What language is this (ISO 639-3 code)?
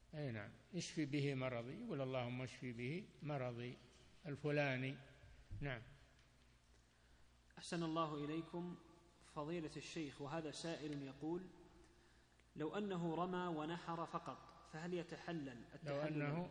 ara